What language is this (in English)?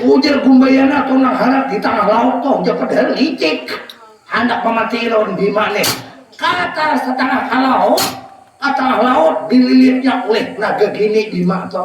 Banjar